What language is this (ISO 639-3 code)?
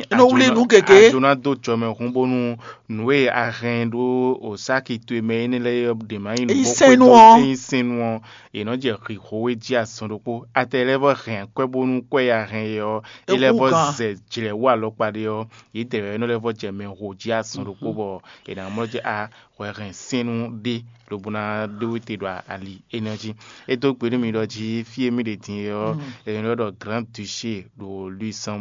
fon